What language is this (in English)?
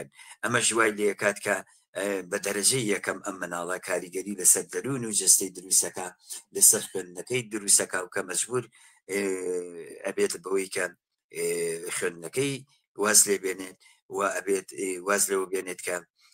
Central Kurdish